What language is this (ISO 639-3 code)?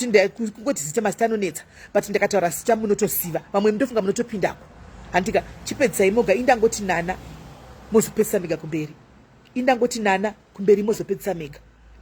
sna